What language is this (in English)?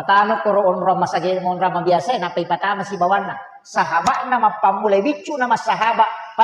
Buginese